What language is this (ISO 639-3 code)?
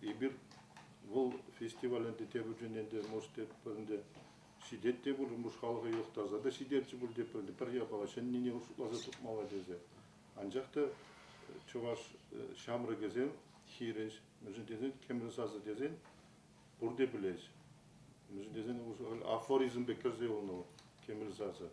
chv